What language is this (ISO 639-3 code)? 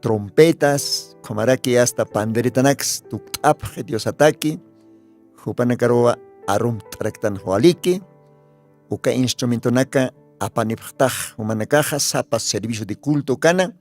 aym